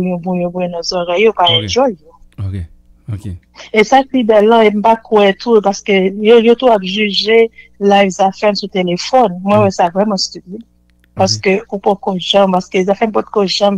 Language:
Haitian Creole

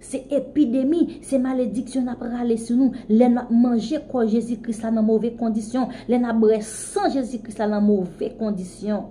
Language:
Haitian Creole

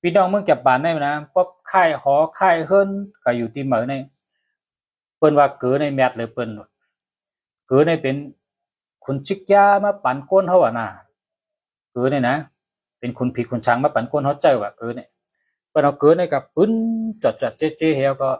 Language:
Shan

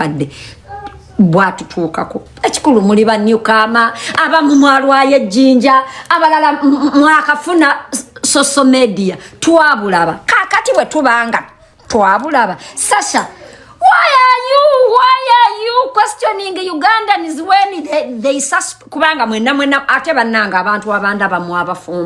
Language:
Ganda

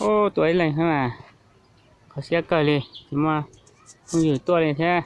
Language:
Hmong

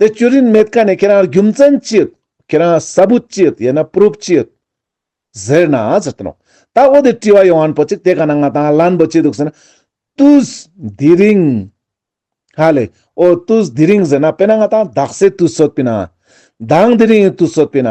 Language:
Ladakhi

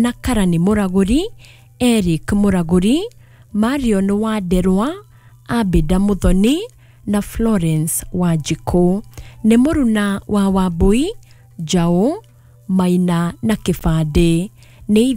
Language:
Kikuyu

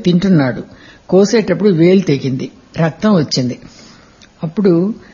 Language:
Telugu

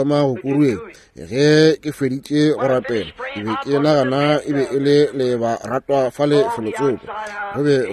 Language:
Northern Sotho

